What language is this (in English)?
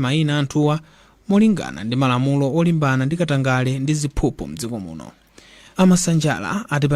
Nyanja